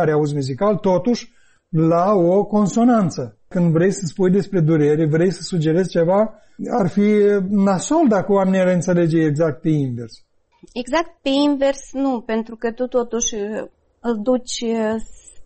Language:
Romanian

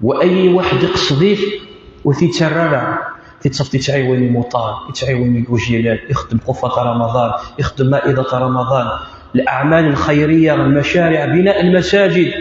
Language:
Kabyle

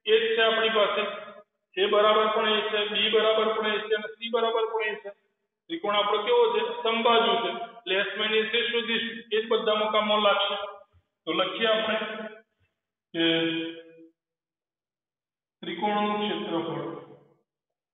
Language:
Gujarati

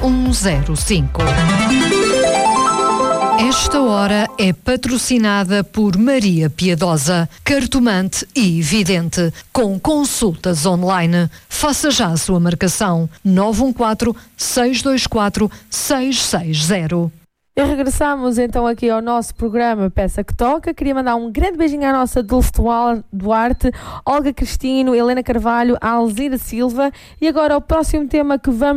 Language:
Portuguese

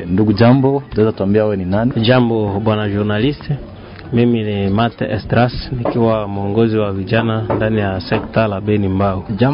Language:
Swahili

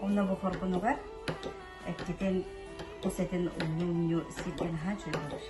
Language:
Yakut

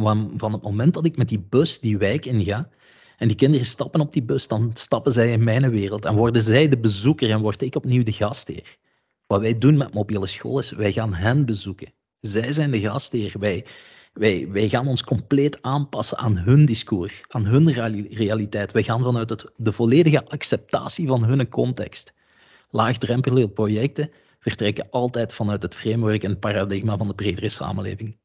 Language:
Dutch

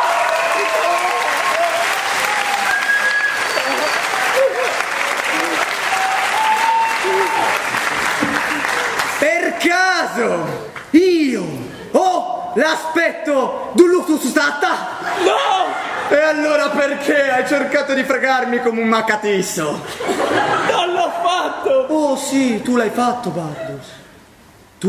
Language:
Italian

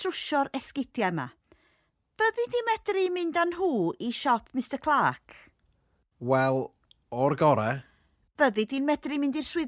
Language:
Welsh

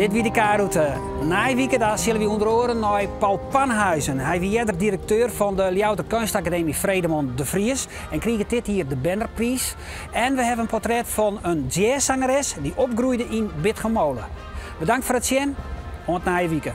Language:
Western Frisian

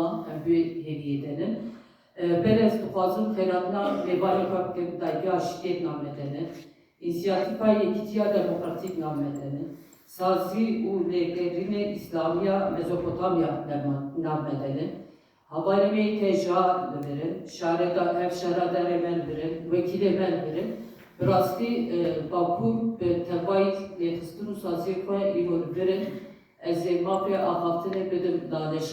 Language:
Kurdish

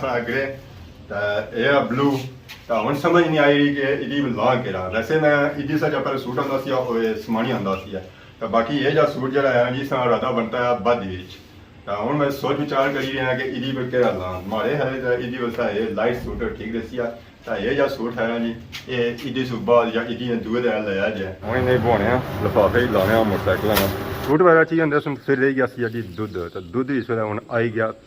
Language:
Pahari-Potwari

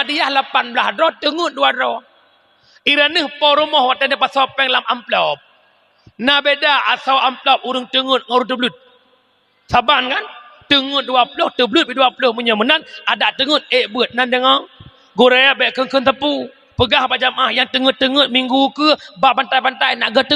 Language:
Achinese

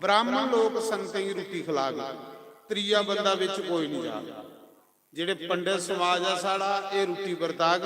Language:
Dogri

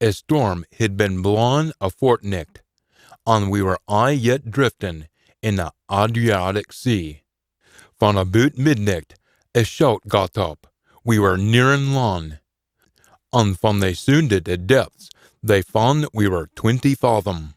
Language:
Scots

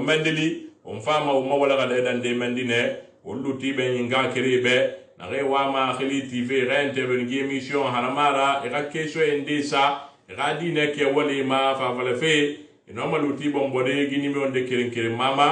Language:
Susu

